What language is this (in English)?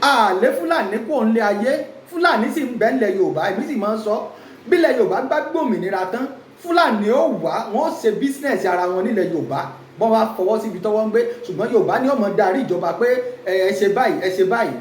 Yoruba